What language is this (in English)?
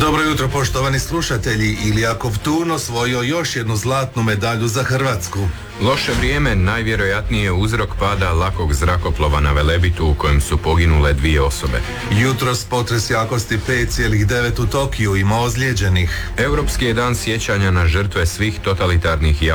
Croatian